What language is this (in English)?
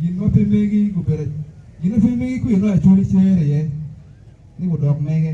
Acoli